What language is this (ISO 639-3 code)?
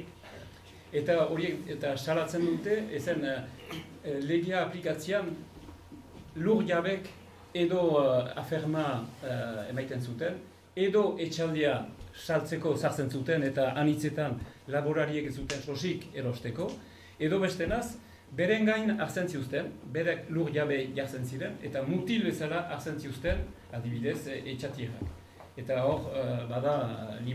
eus